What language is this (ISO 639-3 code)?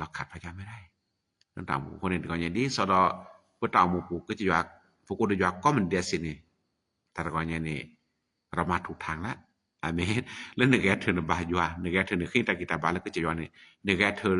ksw